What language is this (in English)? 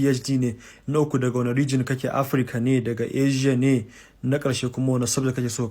Hausa